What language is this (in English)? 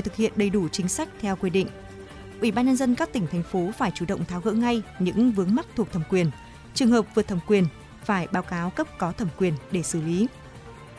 Vietnamese